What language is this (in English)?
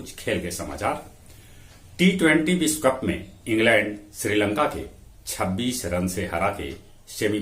Magahi